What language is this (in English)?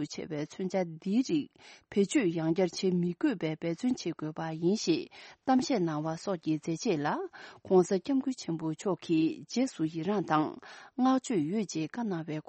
Tibetan